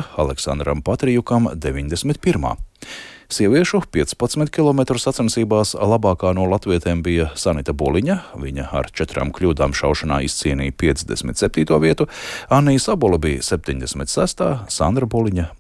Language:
Latvian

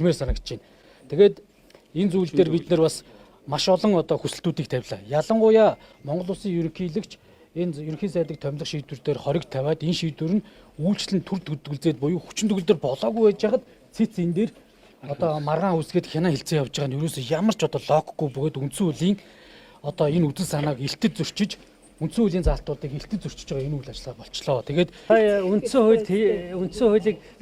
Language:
Mongolian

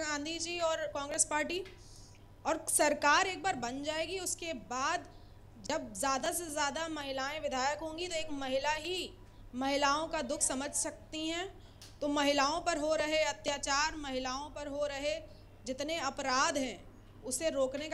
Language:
Hindi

